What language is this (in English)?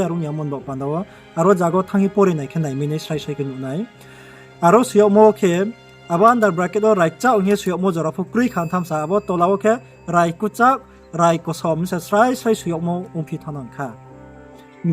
Riang (India)